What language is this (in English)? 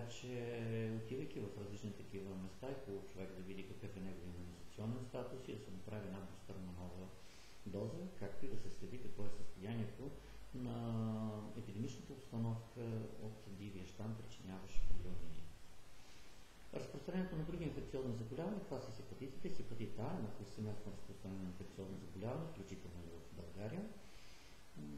Bulgarian